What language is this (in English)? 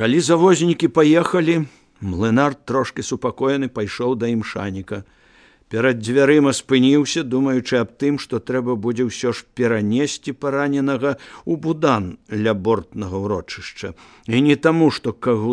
Belarusian